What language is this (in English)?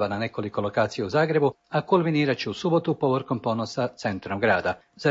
Croatian